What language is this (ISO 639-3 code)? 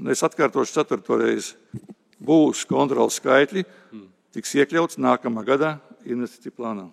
lav